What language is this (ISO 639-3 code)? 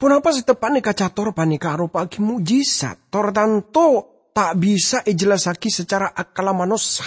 mad